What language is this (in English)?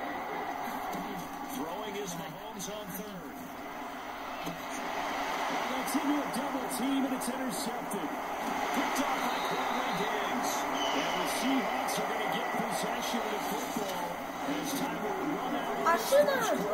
English